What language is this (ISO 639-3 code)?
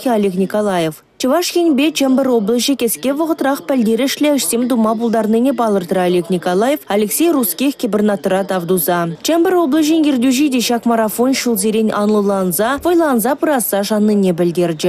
chv